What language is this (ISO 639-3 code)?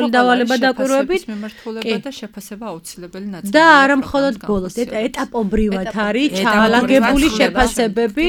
kat